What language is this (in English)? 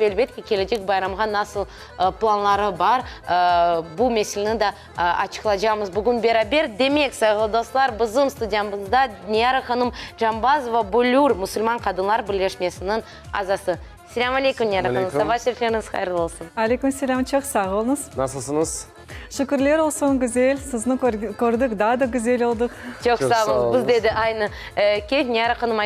Crimean Tatar